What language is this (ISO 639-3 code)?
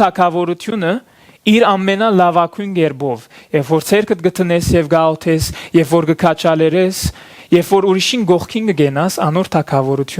hyw